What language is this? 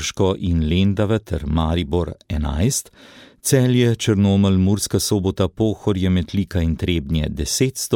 Slovenian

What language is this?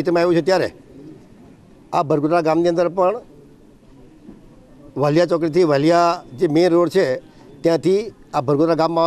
Gujarati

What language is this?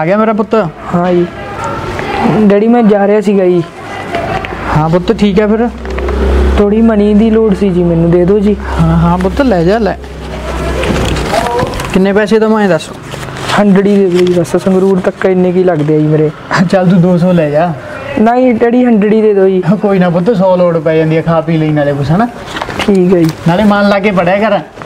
Punjabi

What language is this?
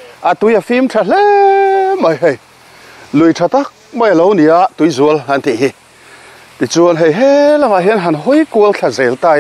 Mizo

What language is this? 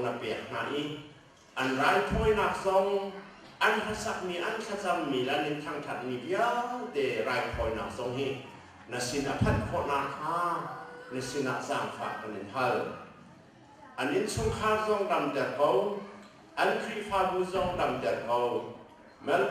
Hakha Chin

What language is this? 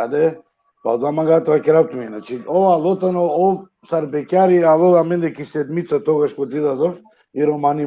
Balkan Romani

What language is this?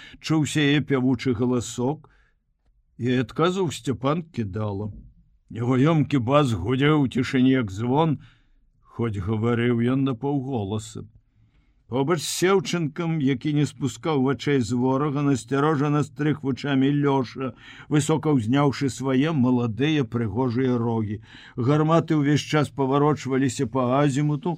Belarusian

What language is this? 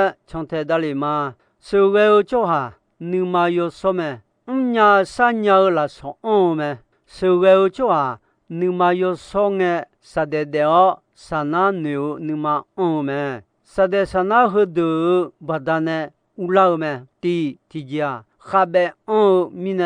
Akha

